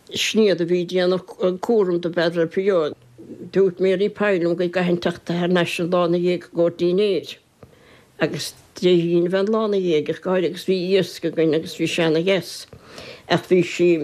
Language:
Irish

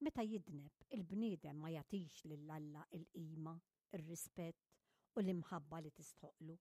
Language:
Maltese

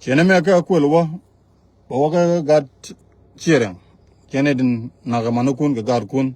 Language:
Nuer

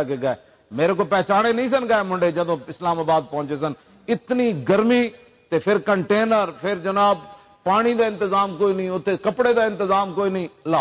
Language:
Western Panjabi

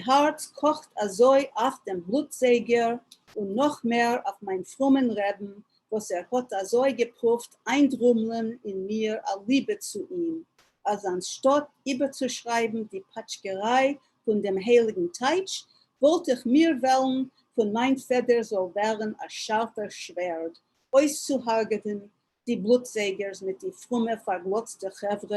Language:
Yiddish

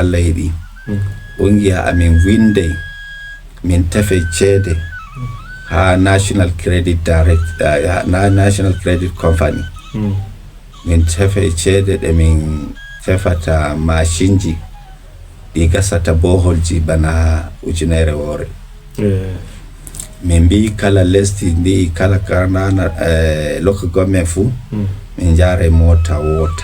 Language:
Fula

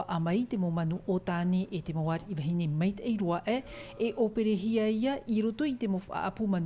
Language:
Tahitian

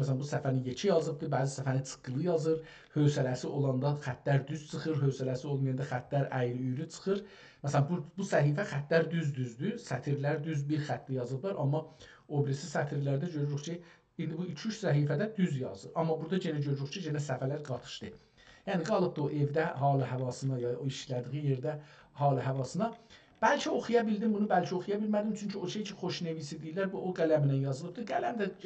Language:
South Azerbaijani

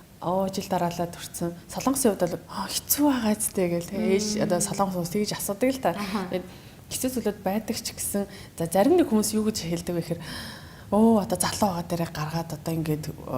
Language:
Mongolian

